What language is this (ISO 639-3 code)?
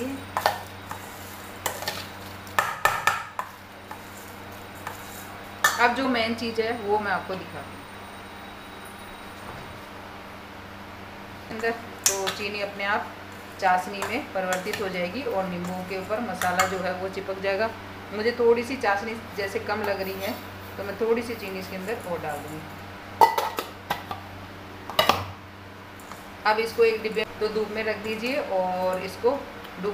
hin